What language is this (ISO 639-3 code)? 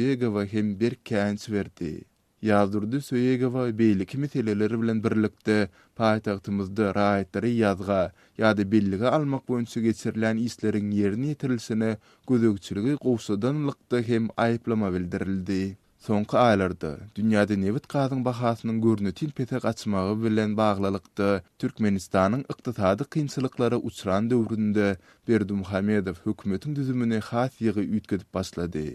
tuk